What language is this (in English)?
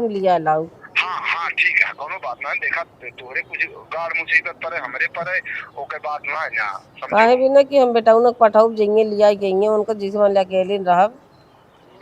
Awadhi